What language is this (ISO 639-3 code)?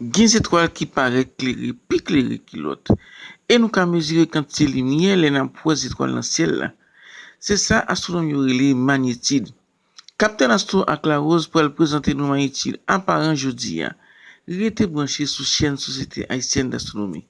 hat